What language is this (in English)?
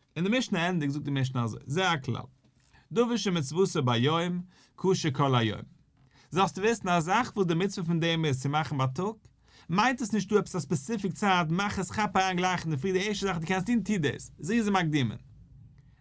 Yiddish